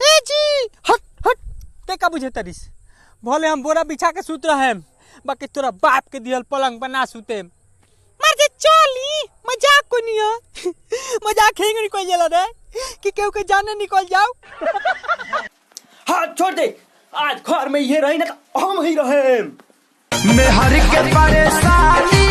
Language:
Bhojpuri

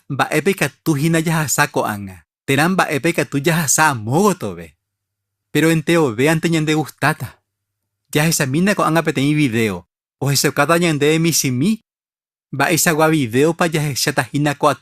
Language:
Guarani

